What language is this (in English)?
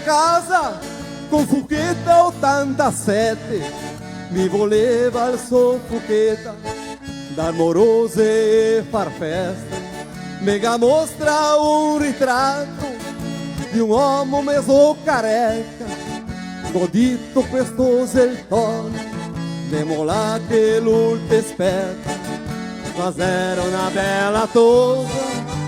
Venetian